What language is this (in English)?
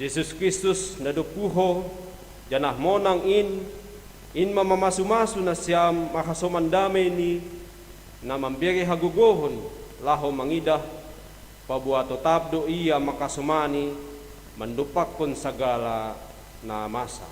Batak Simalungun